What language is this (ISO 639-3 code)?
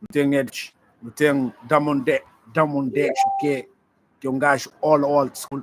kea